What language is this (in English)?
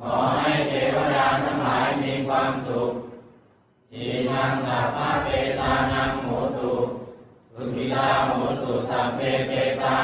Pali